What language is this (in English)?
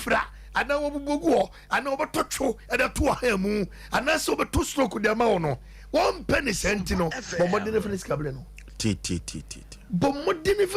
Akan